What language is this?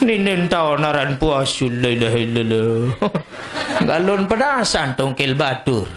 Sasak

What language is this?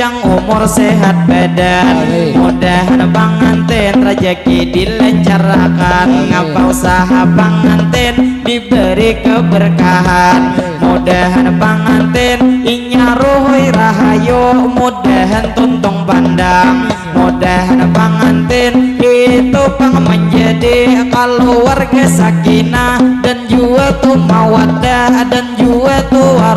Banjar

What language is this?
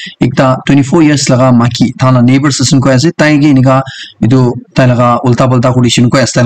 Naga Pidgin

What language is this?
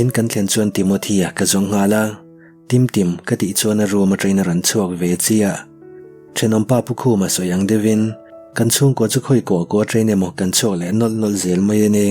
Mizo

